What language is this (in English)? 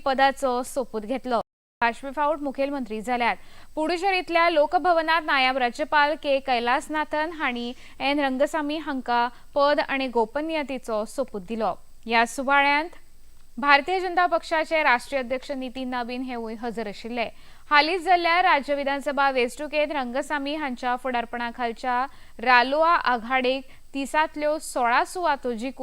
Konkani